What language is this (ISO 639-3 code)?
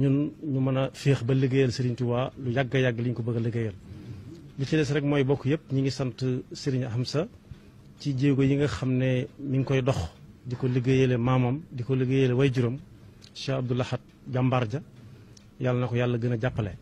wol